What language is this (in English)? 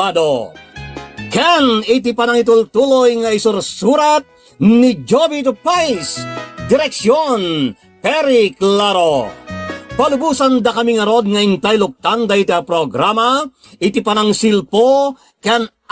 Iloko